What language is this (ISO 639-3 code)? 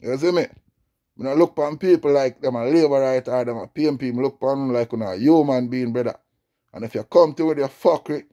jam